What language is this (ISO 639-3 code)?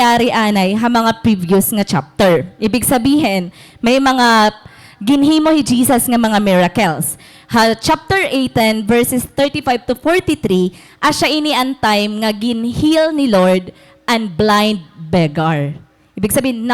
war